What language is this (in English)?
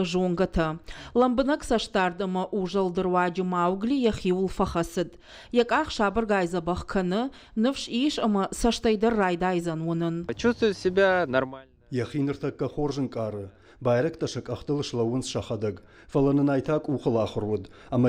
Ossetic